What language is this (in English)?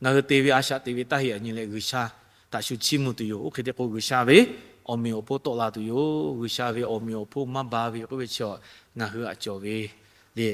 Lahu